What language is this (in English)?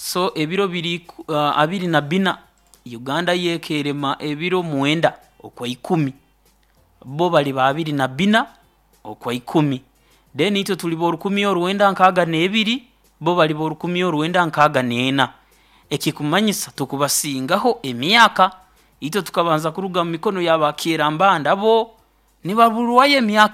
Nyoro